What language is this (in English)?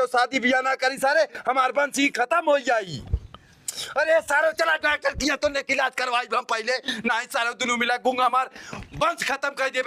Awadhi